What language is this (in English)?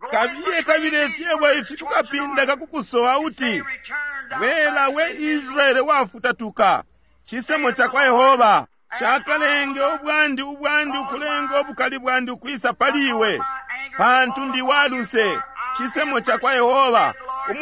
Bemba